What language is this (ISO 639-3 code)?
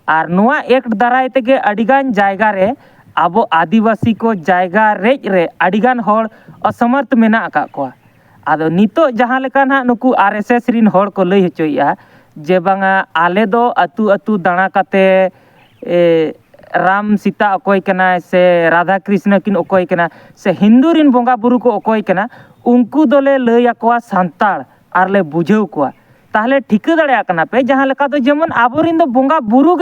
sat